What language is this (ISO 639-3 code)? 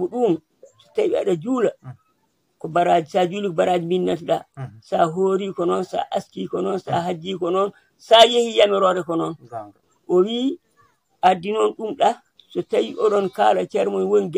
ful